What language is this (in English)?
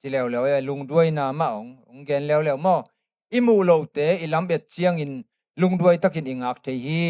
Tedim Chin